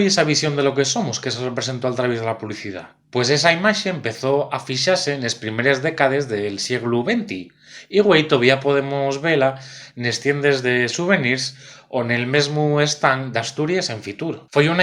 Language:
Asturian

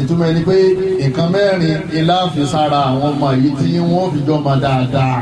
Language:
Yoruba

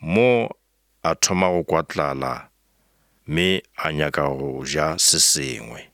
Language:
Northern Sotho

